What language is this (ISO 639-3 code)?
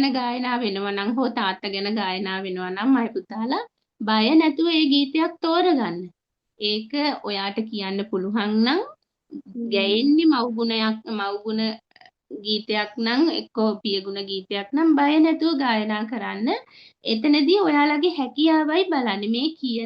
sin